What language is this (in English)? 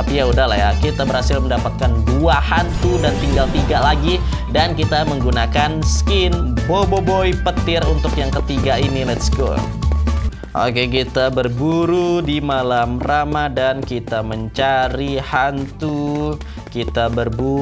Indonesian